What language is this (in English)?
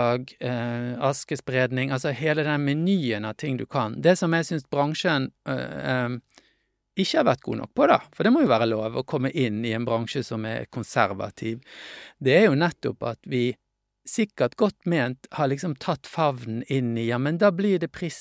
Norwegian